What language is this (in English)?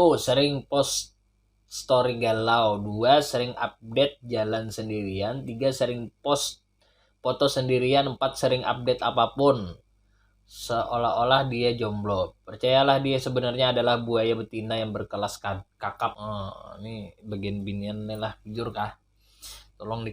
Banjar